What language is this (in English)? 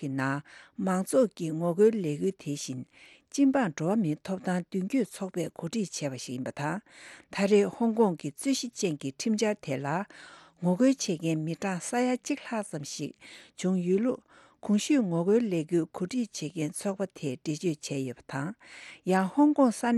Tibetan